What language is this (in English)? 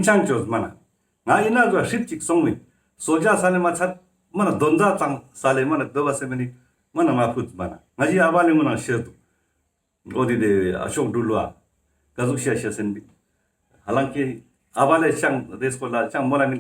Ladakhi